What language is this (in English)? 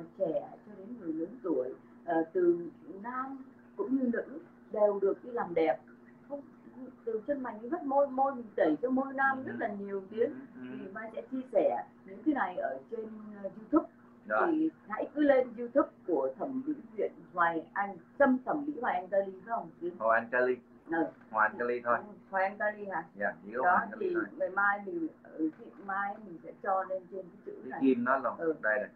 Vietnamese